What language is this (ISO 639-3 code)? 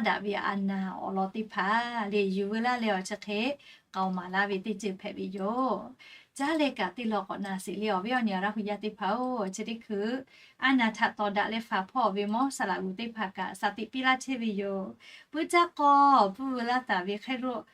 lhu